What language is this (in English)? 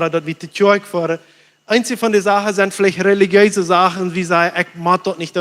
Plautdietsch